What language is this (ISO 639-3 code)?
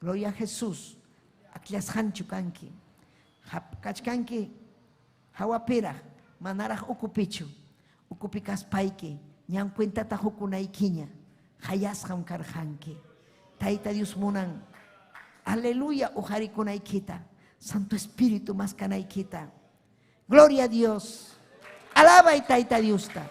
quy